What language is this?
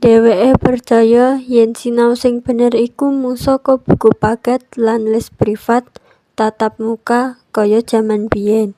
Javanese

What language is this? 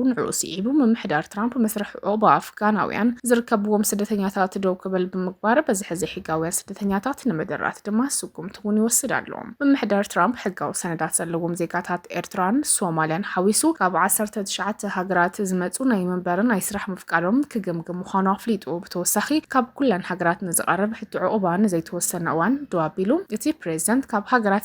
Tigrinya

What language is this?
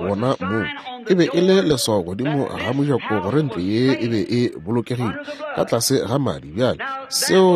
Northern Sotho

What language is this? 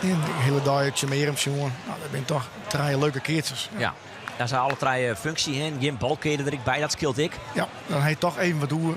Western Frisian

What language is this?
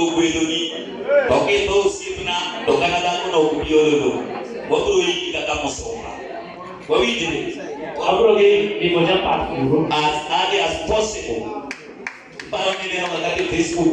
Luo (Kenya and Tanzania)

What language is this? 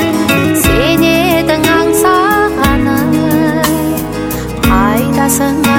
Kazakh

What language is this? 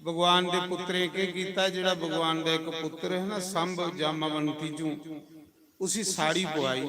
Dogri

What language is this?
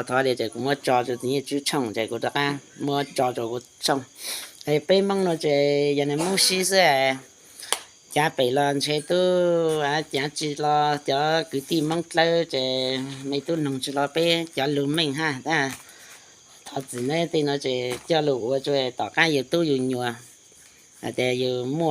Hmong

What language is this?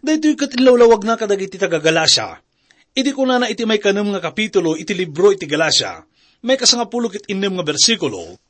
Iloko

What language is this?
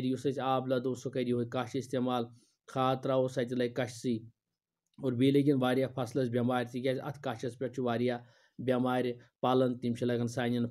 Kashmiri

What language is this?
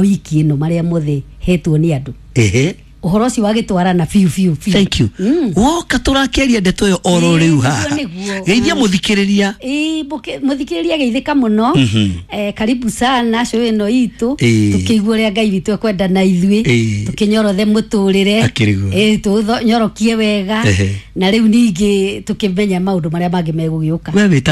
Kikuyu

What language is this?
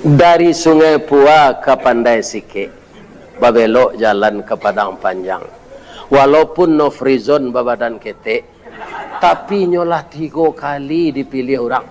Minangkabau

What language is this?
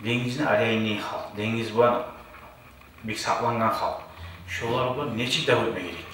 Kumyk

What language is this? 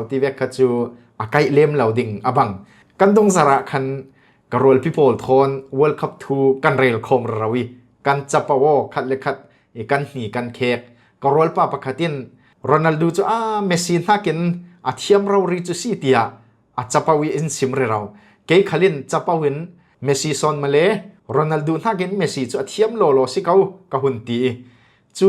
Falam Chin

